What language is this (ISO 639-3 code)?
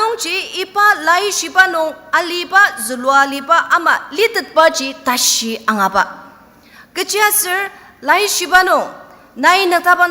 njo